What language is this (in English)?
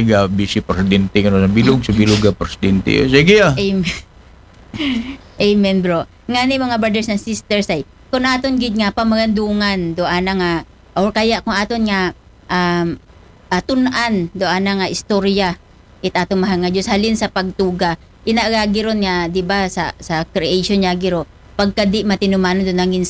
Aklanon